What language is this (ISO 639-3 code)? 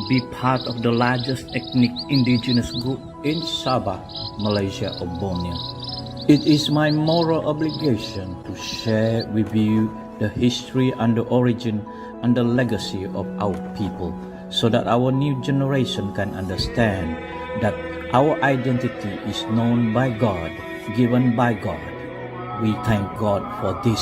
dtp